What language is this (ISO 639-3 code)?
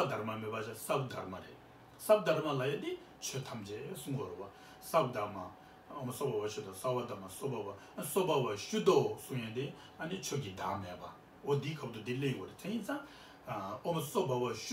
bod